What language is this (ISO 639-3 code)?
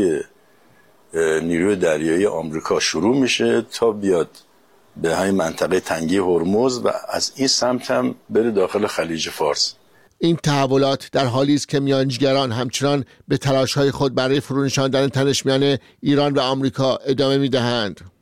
fas